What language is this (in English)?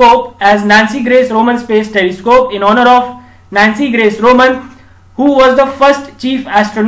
English